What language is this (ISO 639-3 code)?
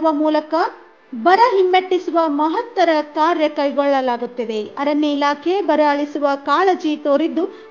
kan